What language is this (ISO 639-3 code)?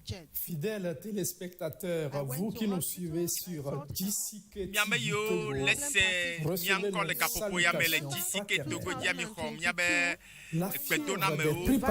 ewe